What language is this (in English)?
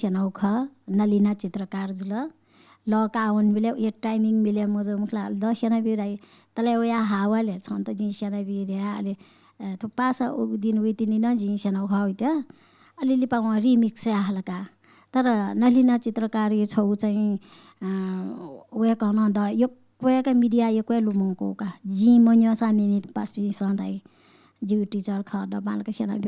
Newari